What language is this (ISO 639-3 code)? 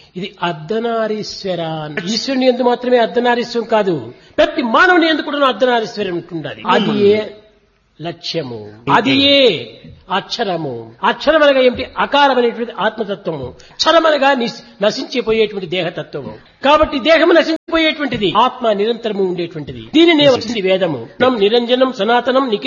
tel